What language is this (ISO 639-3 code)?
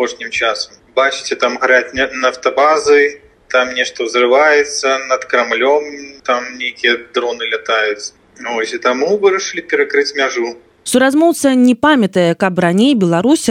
bel